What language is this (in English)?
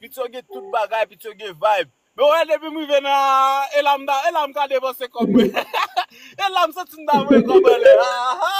Haitian Creole